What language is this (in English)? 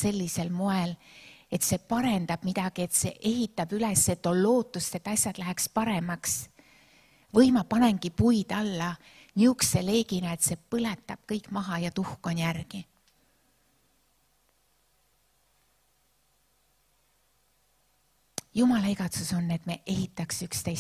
Estonian